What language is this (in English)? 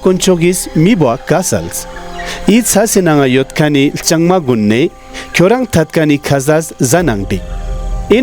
Ladakhi